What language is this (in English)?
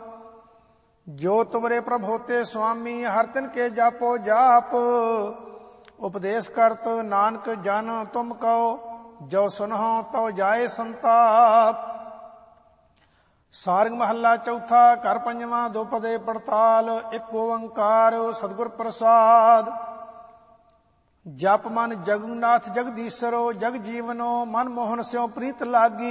Punjabi